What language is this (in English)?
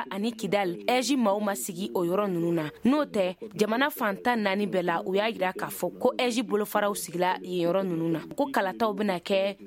Bambara